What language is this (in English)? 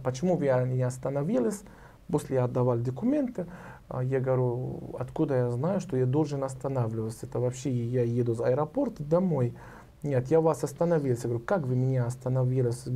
Russian